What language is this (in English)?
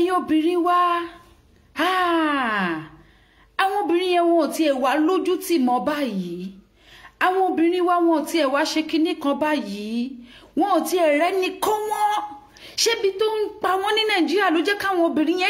Yoruba